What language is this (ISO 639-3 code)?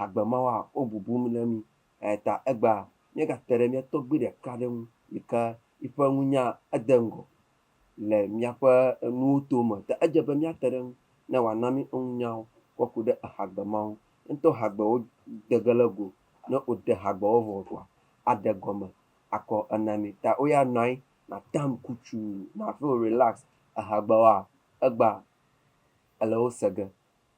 ewe